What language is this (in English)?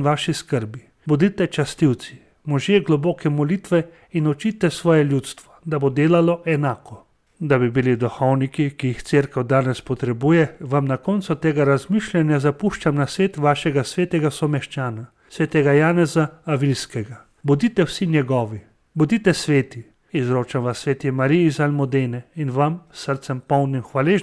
Slovenian